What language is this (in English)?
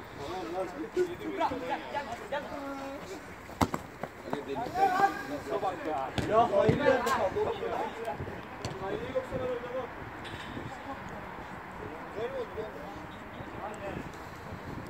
Turkish